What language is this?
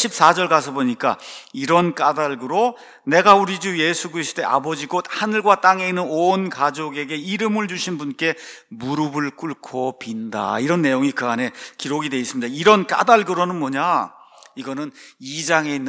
Korean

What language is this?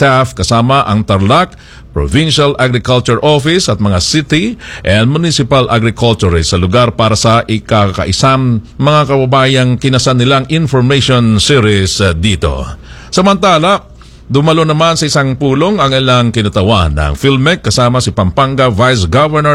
Filipino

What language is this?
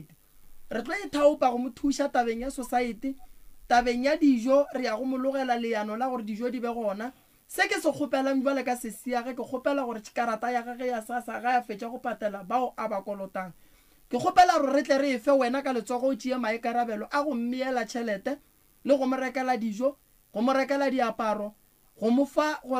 Northern Sotho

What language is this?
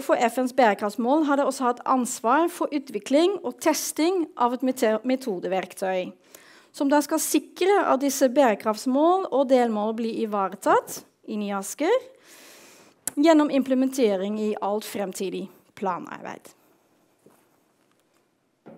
Norwegian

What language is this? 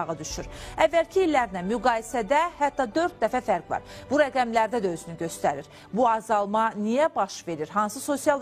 Azerbaijani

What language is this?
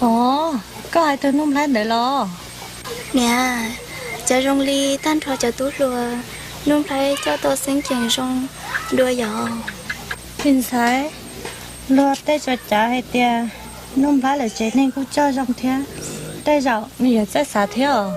Hmong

